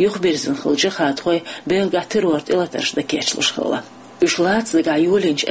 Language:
Chechen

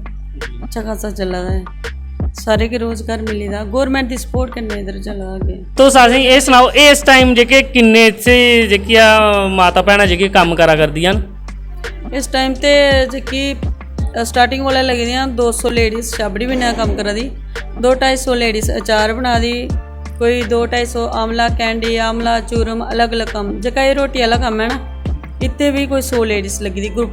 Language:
Dogri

